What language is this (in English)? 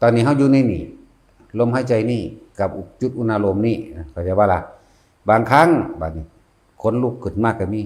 Northeastern Thai